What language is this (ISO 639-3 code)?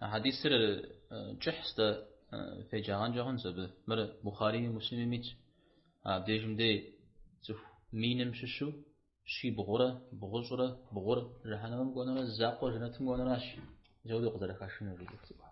kbd